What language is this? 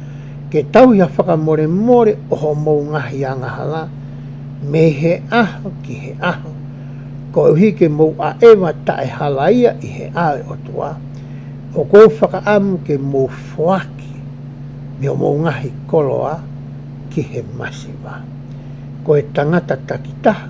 Tongan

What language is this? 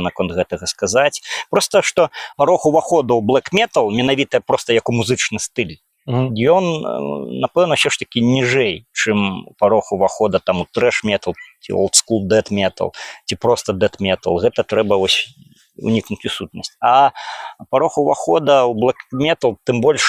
Belarusian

